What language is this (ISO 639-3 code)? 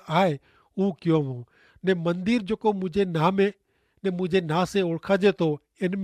kfr